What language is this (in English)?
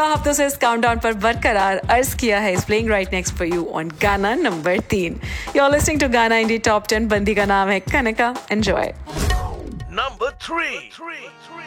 Hindi